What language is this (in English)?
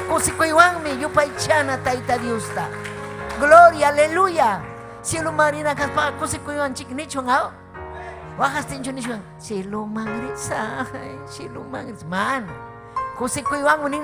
Ayacucho Quechua